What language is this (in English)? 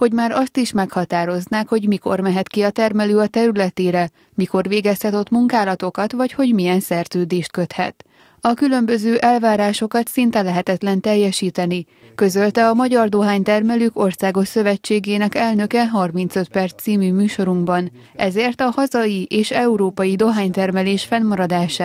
Hungarian